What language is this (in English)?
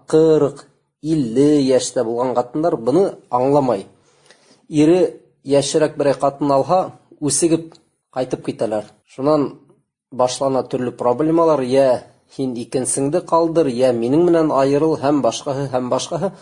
Bashkir